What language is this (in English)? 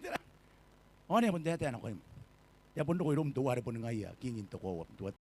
Gilbertese